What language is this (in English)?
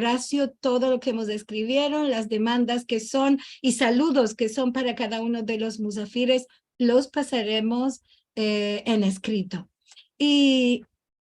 Ladino